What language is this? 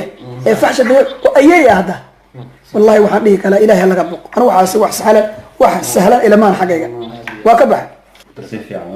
Somali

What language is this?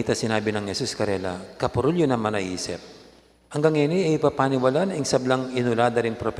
Pampanga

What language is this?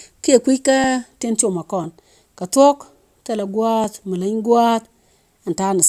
Nuer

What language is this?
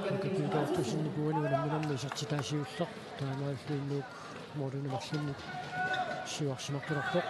Kalaallisut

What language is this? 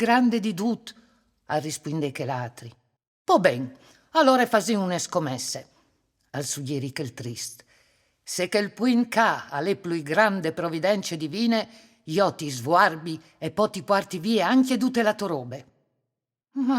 Friulian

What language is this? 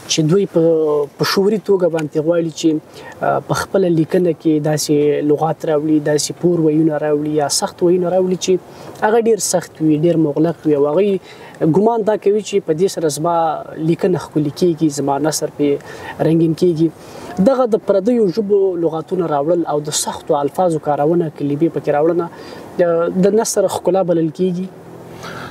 Pashto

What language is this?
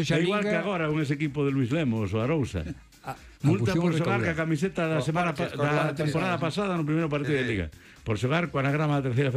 Galician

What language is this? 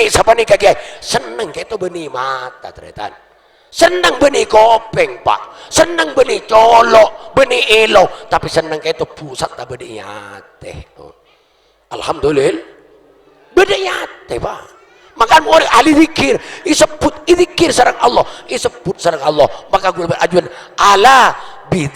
Madurese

